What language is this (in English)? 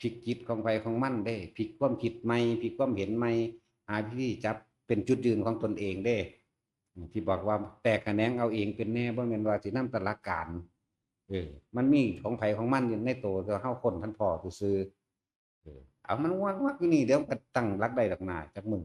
Northeastern Thai